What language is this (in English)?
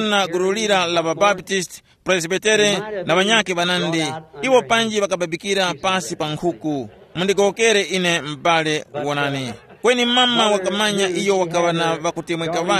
Tumbuka